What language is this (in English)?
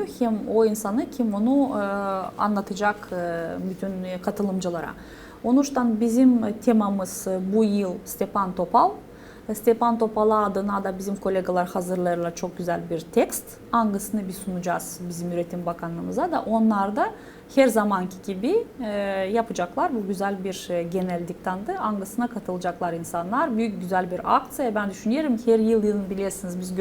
Gagauz